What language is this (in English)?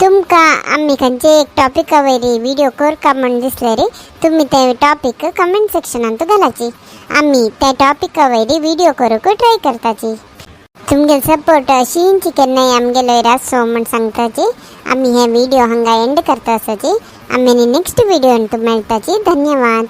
Konkani